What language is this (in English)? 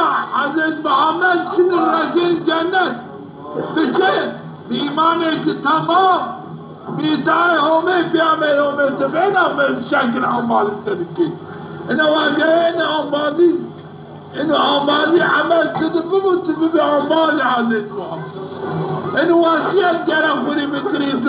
Zaza